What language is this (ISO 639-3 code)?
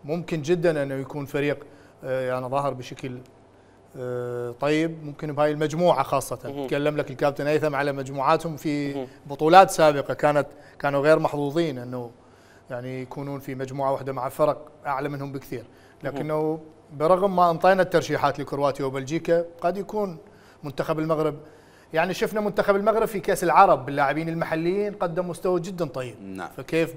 acm